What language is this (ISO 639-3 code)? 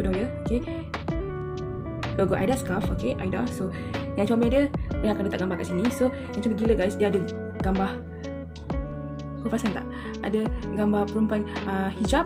msa